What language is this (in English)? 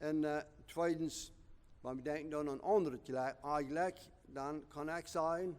Plautdietsch